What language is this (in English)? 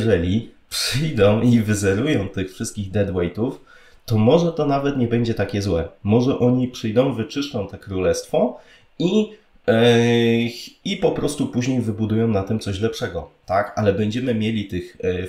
Polish